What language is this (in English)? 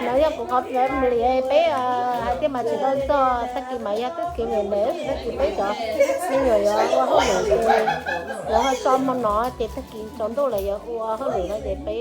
Hmong